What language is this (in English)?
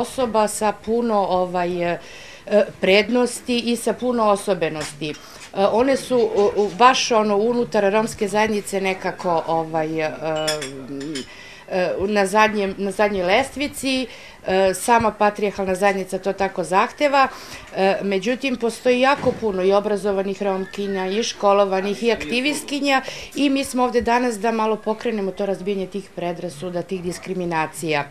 Serbian